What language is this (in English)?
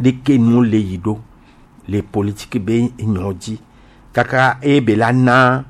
Gen